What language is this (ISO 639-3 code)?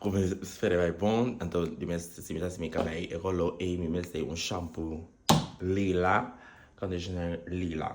pap